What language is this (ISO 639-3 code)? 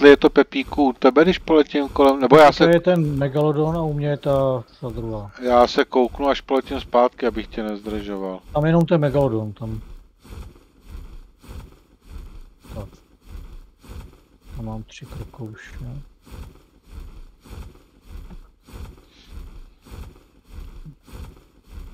ces